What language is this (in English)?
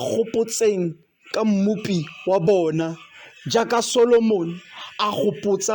Tswana